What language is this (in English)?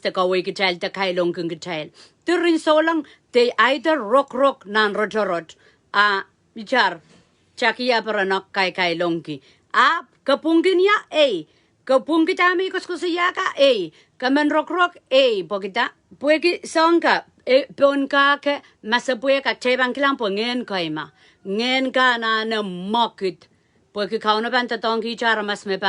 Pohnpeian